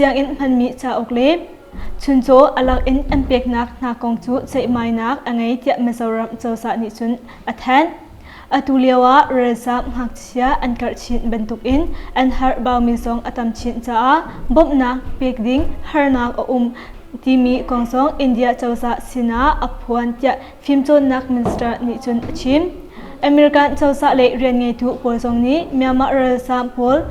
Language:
Hakha Chin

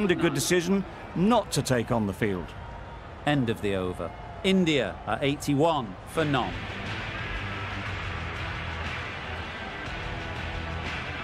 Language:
English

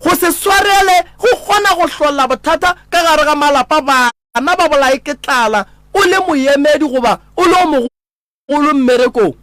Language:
Northern Sotho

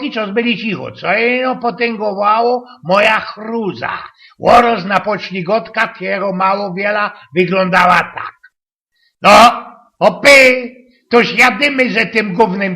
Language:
Silesian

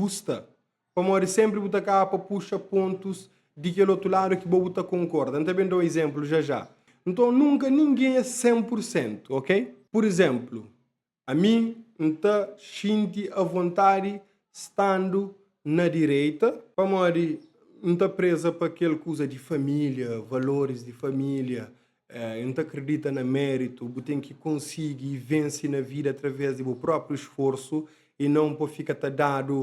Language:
Kabuverdianu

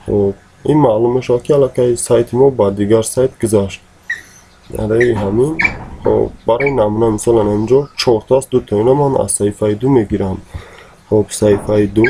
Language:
Tajik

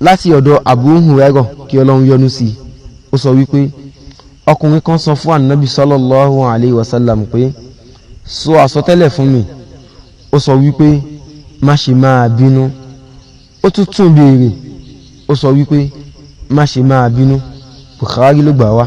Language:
Yoruba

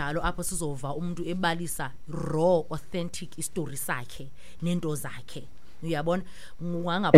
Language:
Xhosa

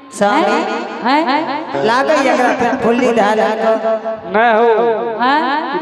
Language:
Angika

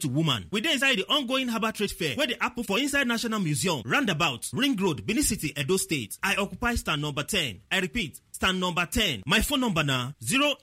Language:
Nigerian Pidgin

